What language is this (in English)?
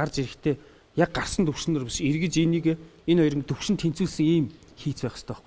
Mongolian